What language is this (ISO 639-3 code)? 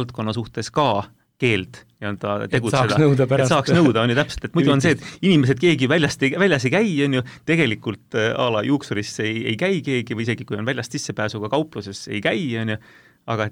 est